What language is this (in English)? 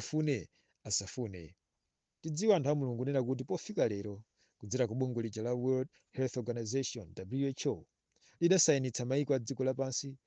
Nyanja